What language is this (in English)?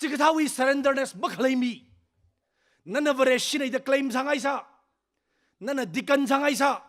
Tangkhul Naga (India)